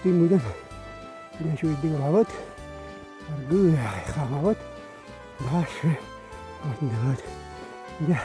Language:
Yakut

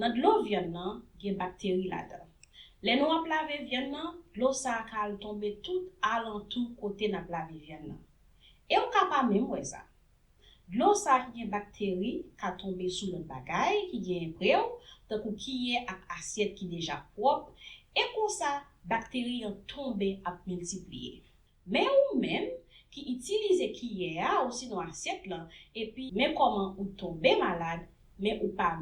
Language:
Haitian Creole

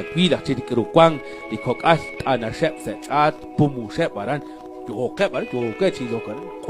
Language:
Kekchí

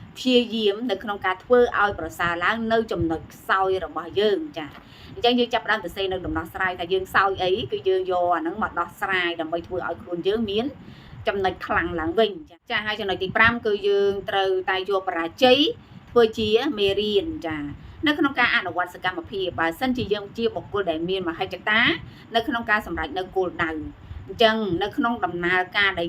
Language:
Khmer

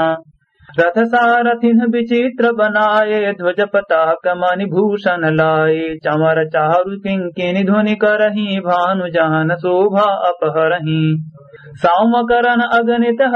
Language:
Awadhi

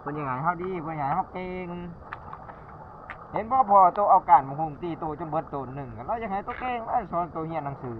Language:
Lao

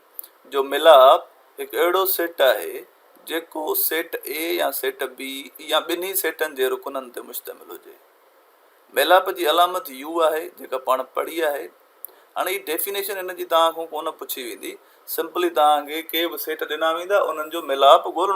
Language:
Sindhi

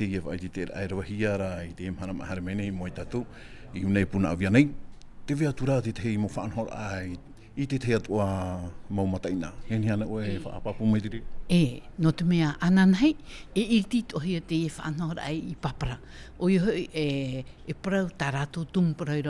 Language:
Tahitian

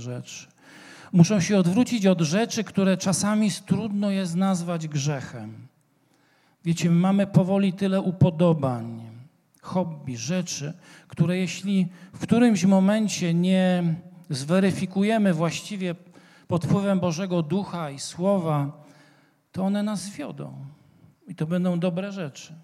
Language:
Polish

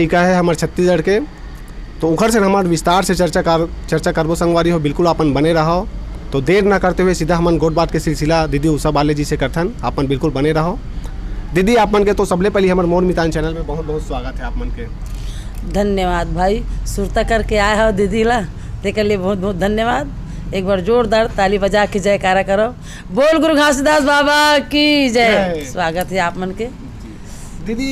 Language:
Chhattisgarhi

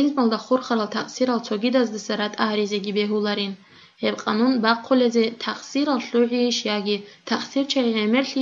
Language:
Avaric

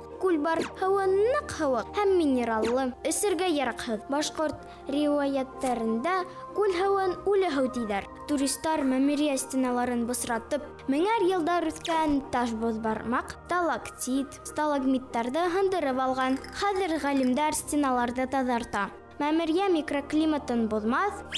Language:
Bashkir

